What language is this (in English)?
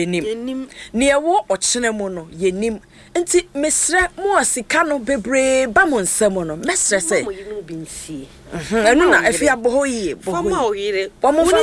Akan